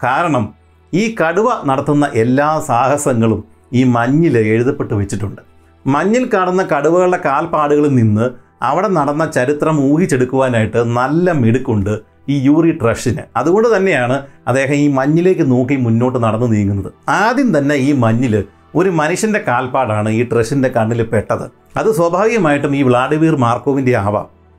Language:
Malayalam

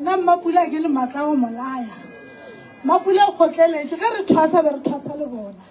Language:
Northern Sotho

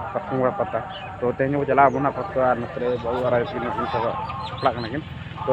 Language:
Santali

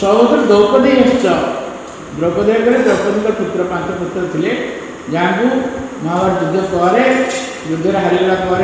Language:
Odia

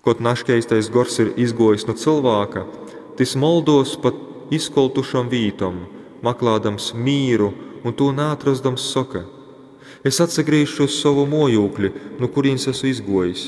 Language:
Latgalian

